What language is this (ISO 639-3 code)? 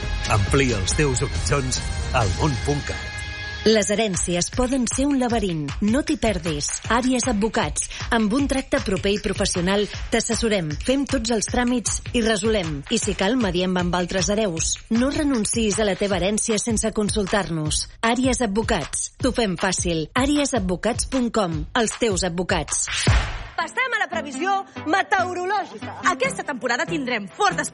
cat